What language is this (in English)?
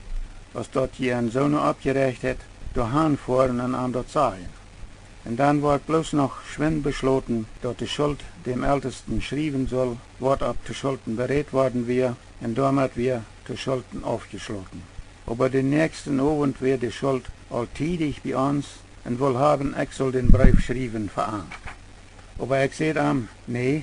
Plautdietsch